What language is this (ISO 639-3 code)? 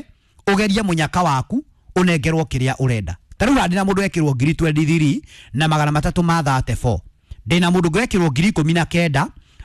kik